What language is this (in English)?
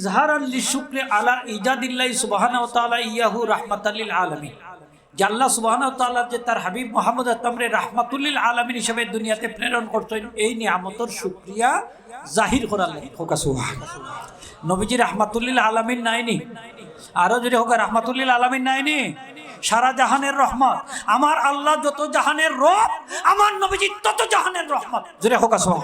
Sylheti